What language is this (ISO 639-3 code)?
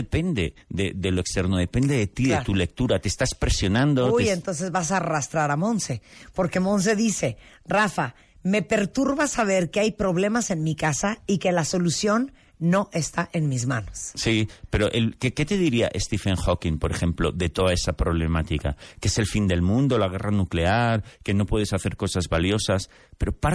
spa